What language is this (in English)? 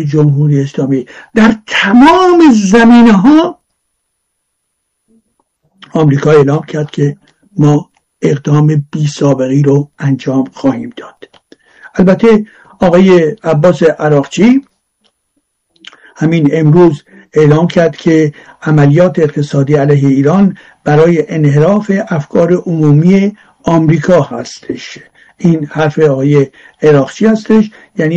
Persian